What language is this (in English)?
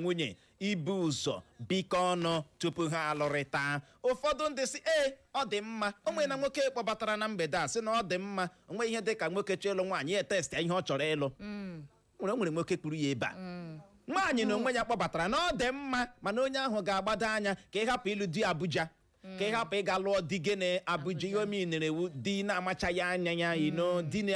Igbo